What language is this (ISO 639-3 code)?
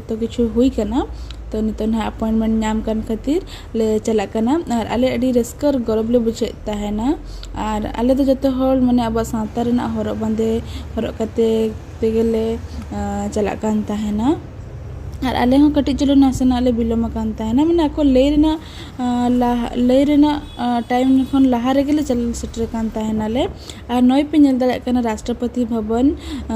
sat